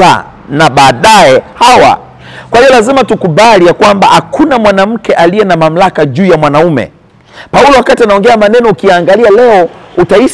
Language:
Swahili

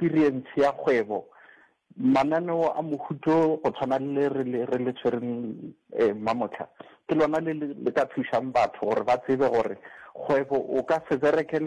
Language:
Northern Sotho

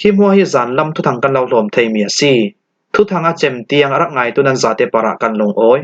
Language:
Falam Chin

